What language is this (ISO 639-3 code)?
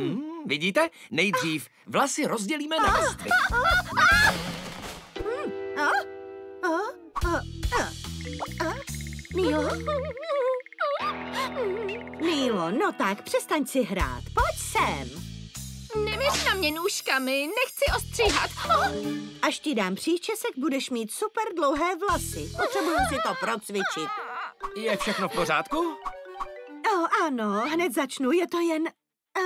ces